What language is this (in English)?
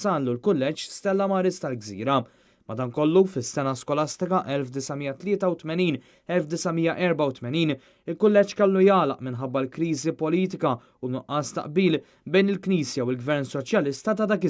Maltese